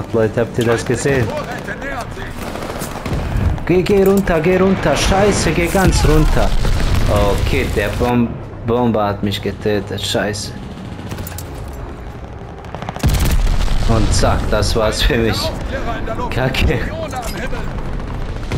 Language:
German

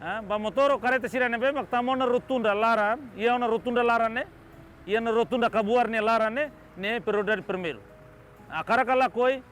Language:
Tetum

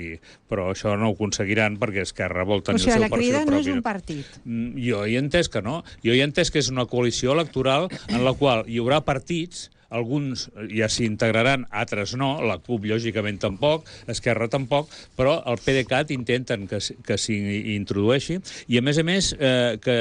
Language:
Catalan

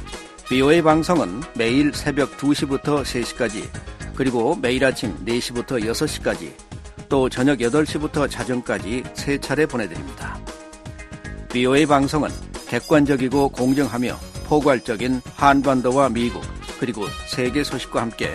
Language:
Korean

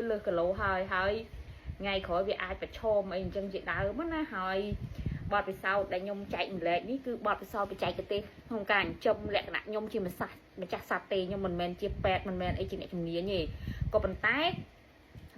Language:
Khmer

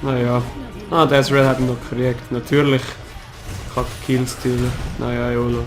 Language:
Swiss German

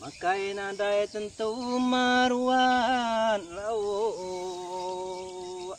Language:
Iban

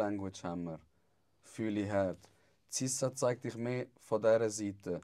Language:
Swiss German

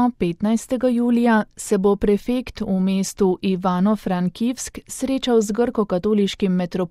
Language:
Slovenian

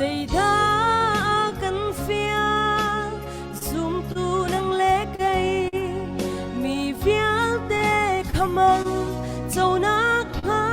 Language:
Hakha Chin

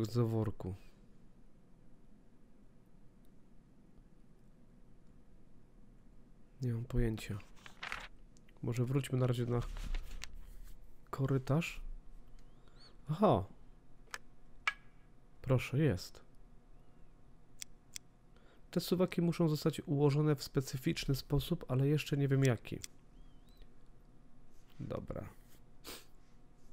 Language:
Polish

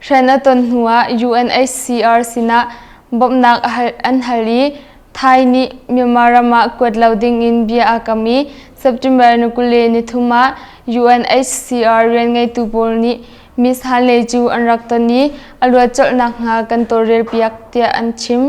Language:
Hakha Chin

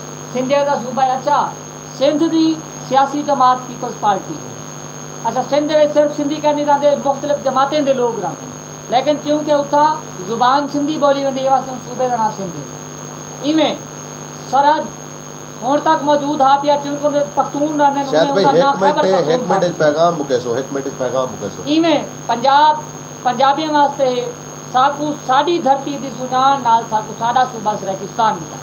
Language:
Saraiki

